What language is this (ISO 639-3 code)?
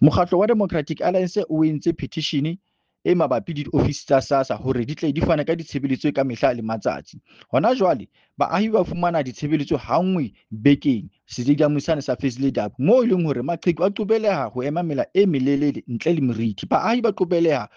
sot